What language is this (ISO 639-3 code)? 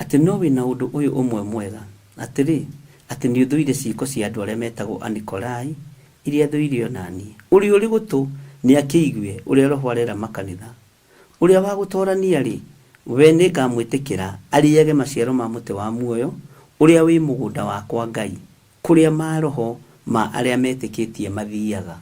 kik